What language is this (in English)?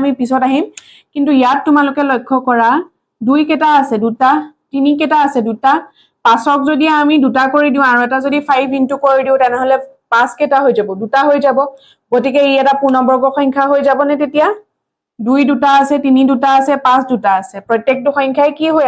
Assamese